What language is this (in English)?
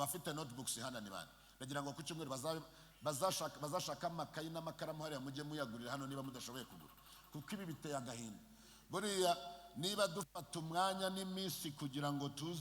Kinyarwanda